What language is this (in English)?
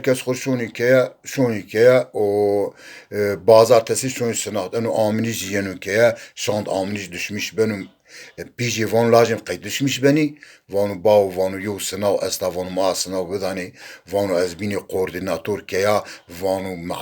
Zaza